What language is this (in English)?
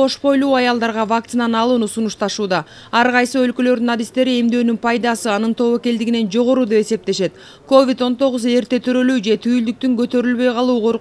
Kyrgyz